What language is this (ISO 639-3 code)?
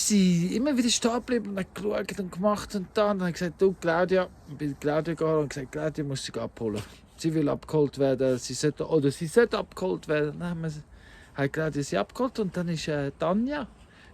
gsw